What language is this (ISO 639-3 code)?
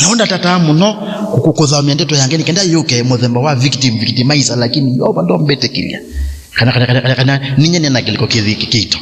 kam